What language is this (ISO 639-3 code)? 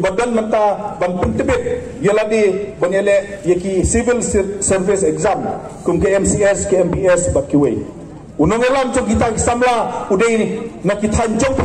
pbv